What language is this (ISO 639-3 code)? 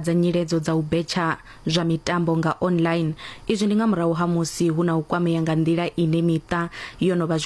ven